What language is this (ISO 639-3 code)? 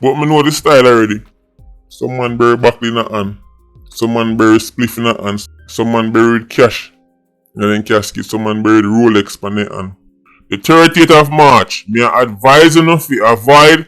jam